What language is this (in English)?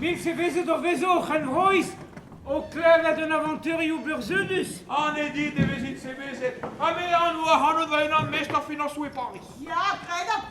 Breton